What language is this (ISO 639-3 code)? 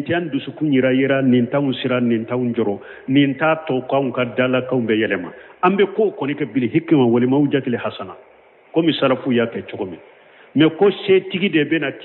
bam